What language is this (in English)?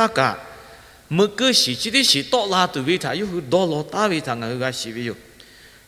Lahu